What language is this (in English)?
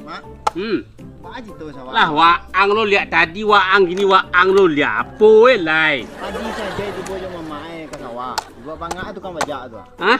Minangkabau